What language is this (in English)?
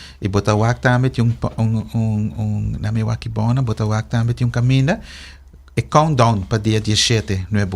Papiamento